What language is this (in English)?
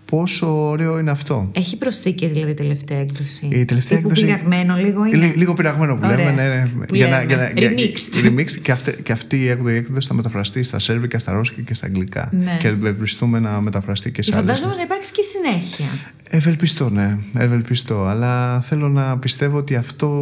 Greek